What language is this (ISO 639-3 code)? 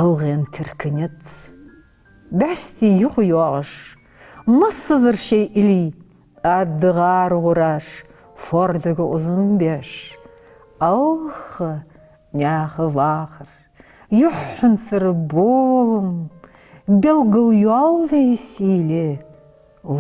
inh